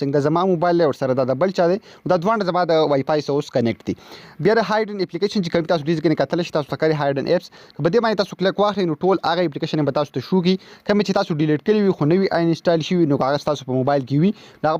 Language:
Pashto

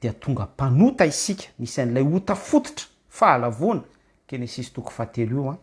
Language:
Malagasy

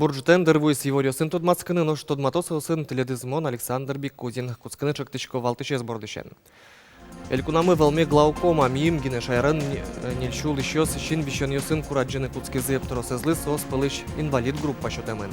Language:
Udmurt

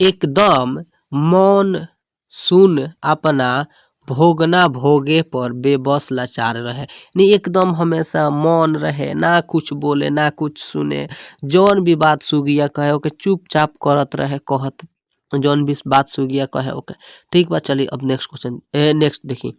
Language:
Bhojpuri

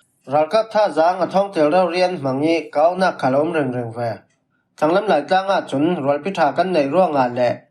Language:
Falam Chin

